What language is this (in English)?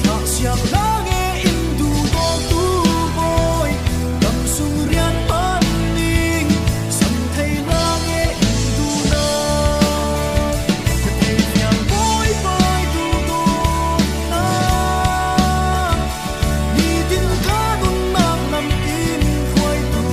Falam Chin